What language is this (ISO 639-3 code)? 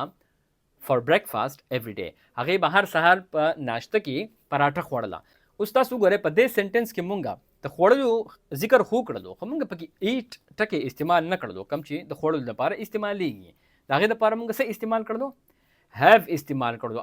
pus